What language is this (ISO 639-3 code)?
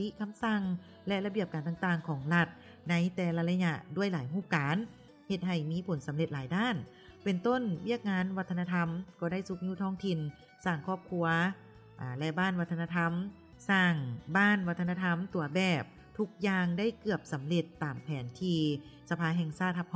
lao